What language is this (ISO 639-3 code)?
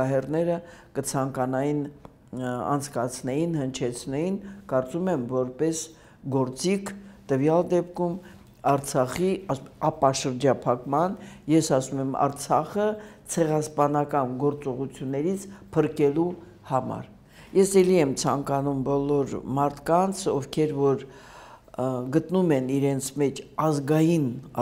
hye